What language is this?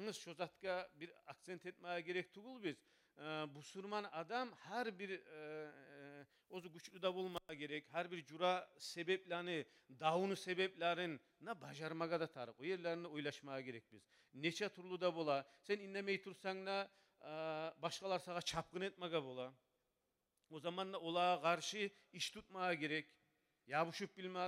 Kumyk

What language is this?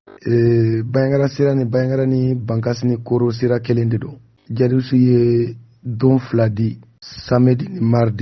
Bambara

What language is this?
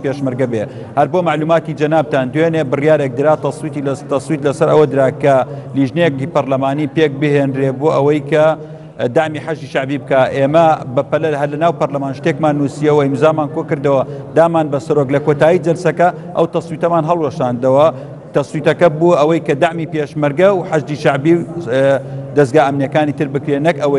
Central Kurdish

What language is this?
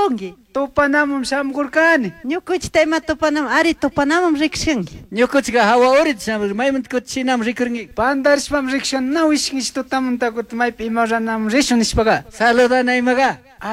Chimborazo Highland Quichua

